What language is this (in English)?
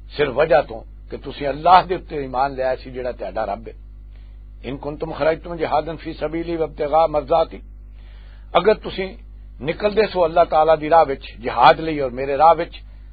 Western Panjabi